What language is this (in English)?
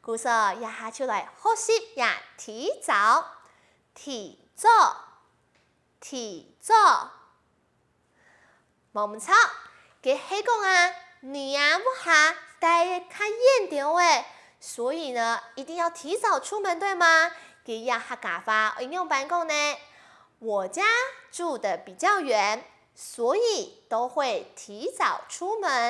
Hakka Chinese